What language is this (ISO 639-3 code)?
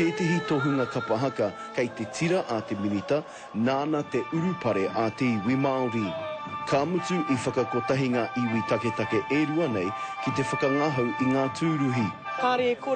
mri